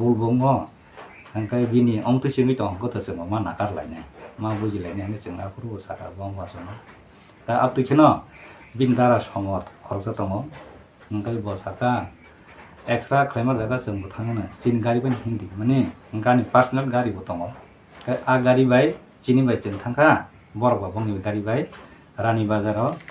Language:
Kok Borok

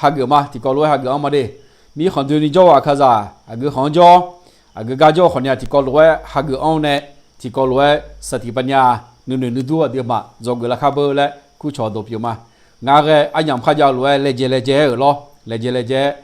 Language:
Akha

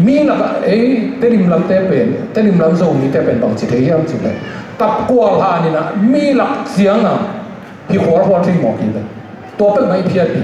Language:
Tedim Chin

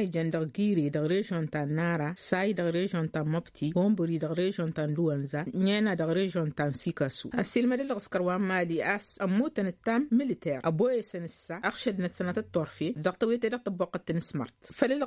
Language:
Tamasheq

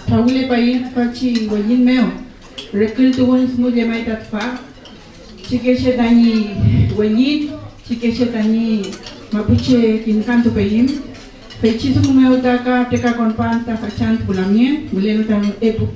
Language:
Mapuche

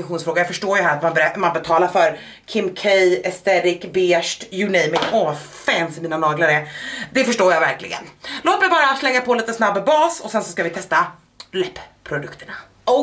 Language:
Swedish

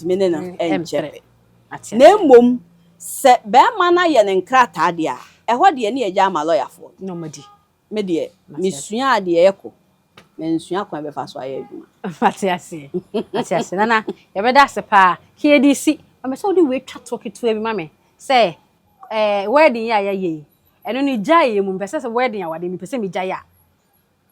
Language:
Akan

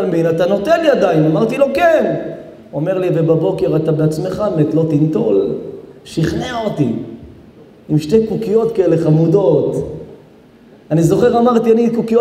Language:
Hebrew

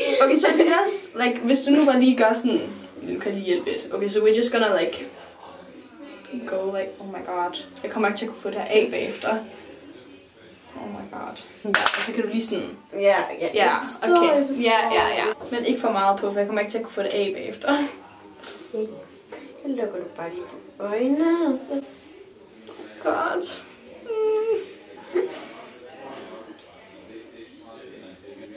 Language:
Danish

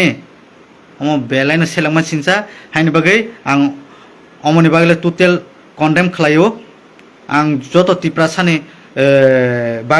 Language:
Kok Borok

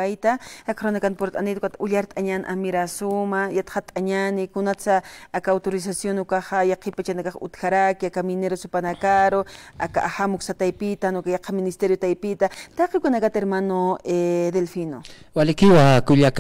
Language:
Aymara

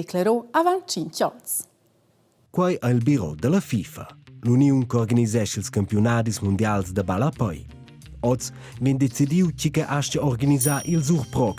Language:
Romansh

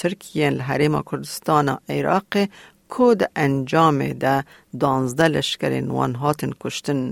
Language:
Kurdish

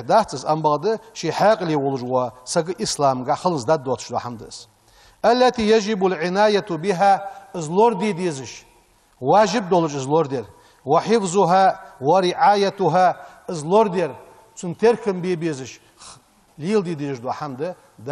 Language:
Ingush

